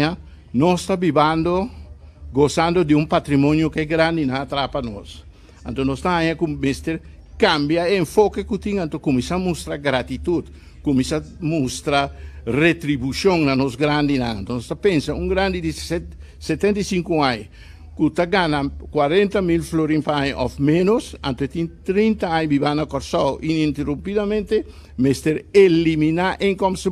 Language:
Papiamento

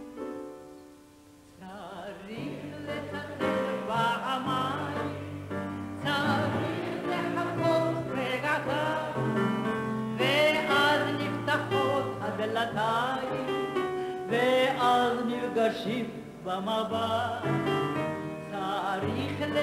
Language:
Hebrew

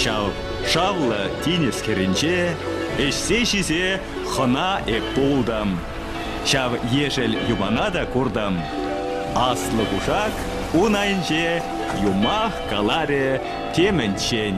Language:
Chuvash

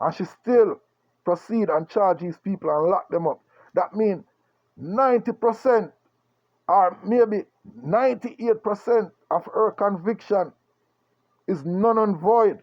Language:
Jamaican Creole English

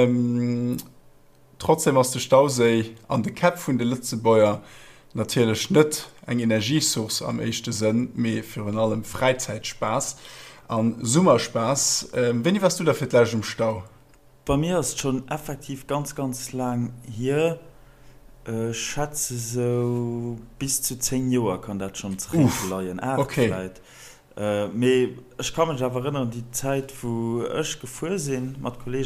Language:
Luxembourgish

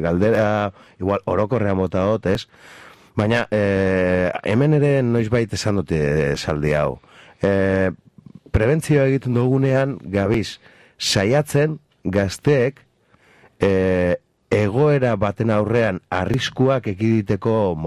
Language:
Basque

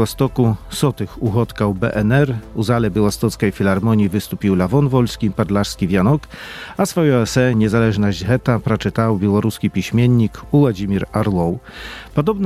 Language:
Belarusian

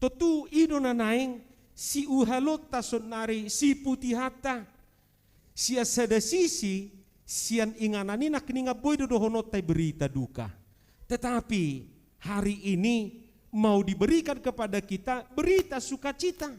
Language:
Batak Toba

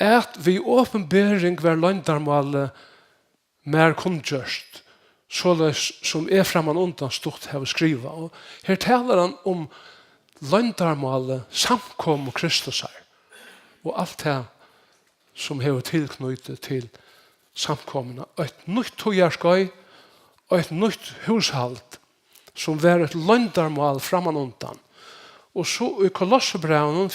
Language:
Faroese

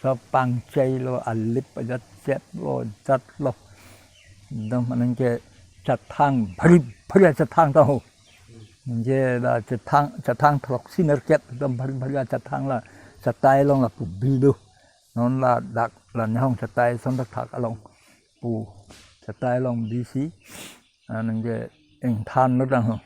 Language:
Karbi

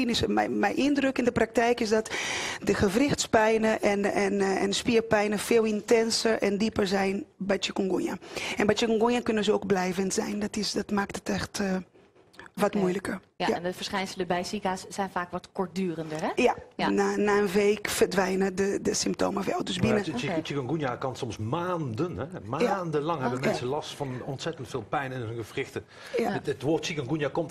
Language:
Dutch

